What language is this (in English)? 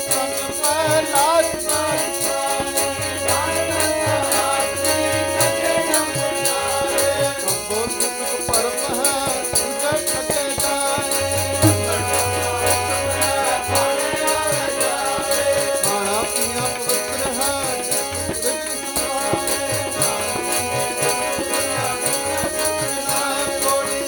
Punjabi